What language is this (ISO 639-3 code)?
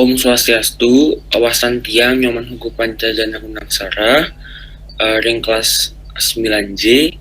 ban